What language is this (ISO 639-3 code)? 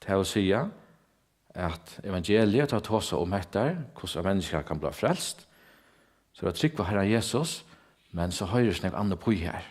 fao